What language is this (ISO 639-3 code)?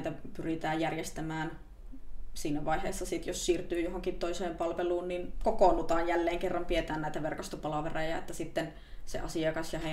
fin